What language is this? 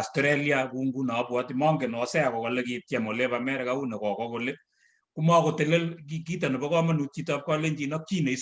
Kalenjin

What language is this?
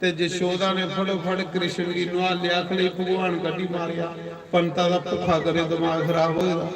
Dogri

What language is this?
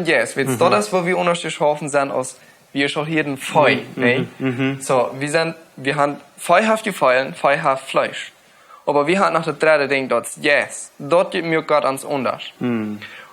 Plautdietsch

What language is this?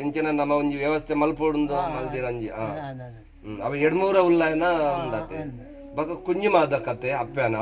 Tulu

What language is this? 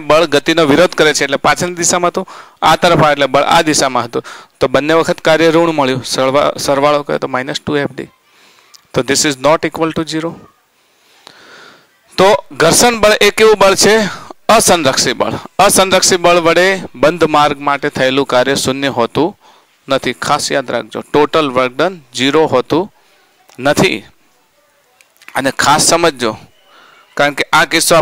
Gujarati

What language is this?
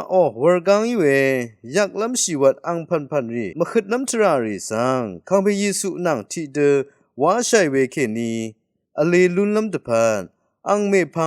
Rawang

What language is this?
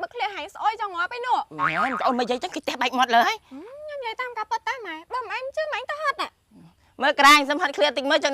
Khmer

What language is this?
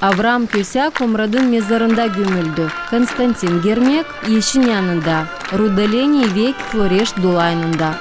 Gagauz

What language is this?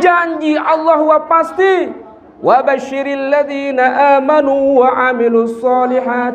Sasak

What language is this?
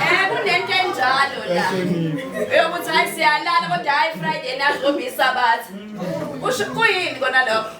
Zulu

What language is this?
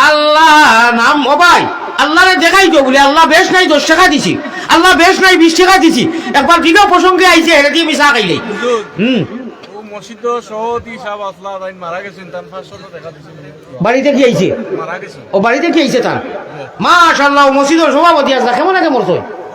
Sylheti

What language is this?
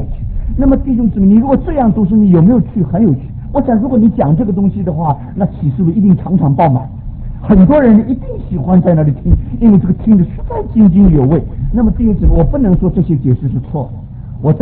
Chinese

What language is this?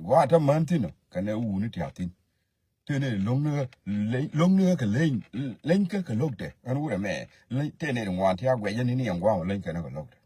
Nuer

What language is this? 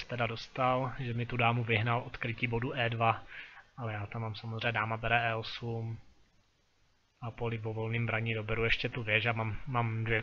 Czech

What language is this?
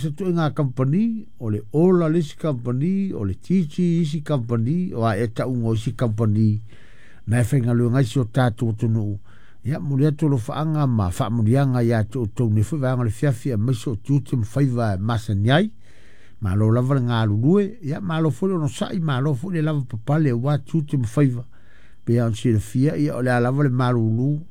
Samoan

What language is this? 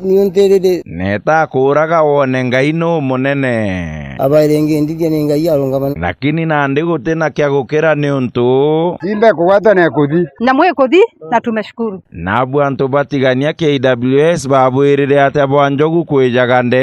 Meru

